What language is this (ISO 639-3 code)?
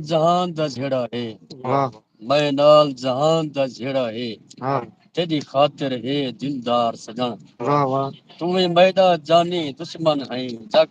skr